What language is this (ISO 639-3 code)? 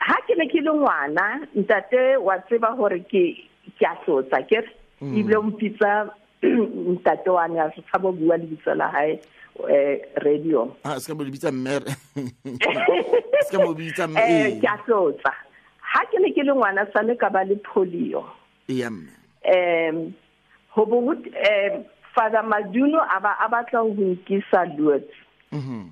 sot